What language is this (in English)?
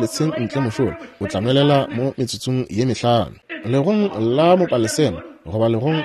Northern Sotho